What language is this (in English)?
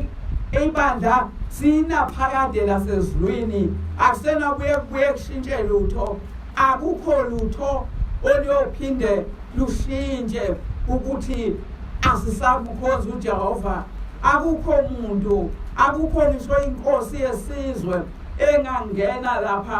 Zulu